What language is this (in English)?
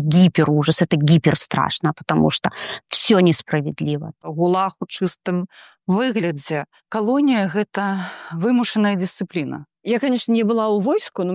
Belarusian